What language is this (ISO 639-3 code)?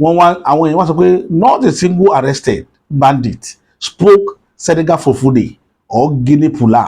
yor